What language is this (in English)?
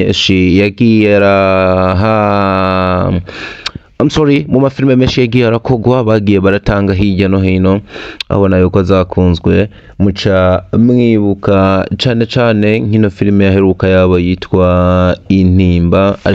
Rundi